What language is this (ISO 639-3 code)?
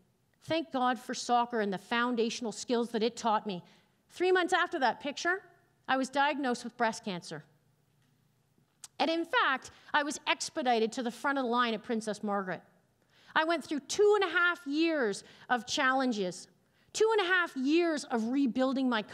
eng